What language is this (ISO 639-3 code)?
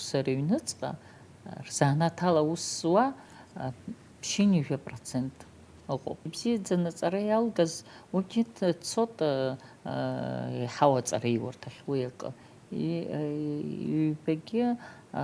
abk